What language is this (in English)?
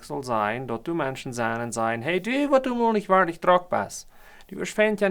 Plautdietsch